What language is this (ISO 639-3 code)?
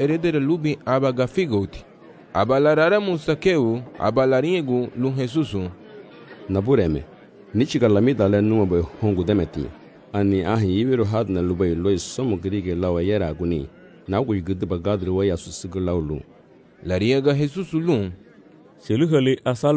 cab